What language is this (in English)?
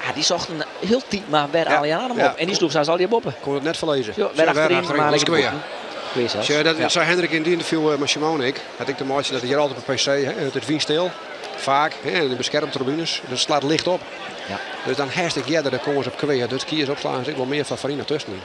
Western Frisian